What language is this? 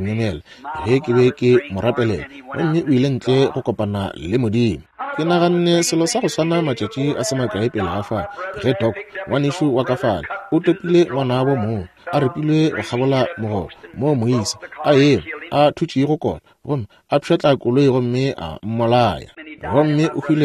Northern Sotho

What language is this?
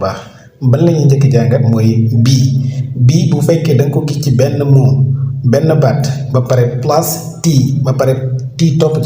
Wolof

